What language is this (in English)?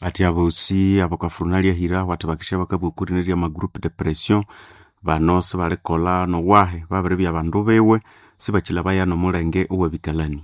Nande